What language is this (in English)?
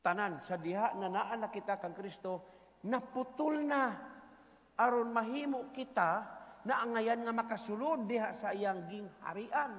Cebuano